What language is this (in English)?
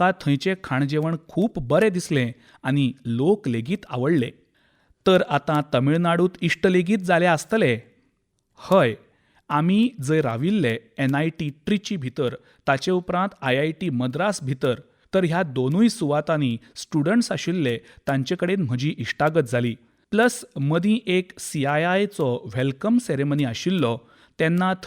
Konkani